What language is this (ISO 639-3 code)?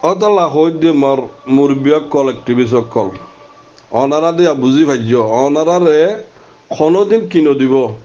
rhg